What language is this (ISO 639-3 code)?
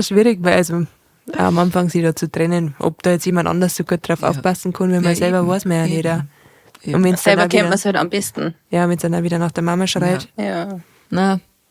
bar